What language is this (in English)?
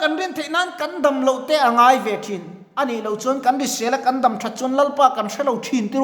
Mizo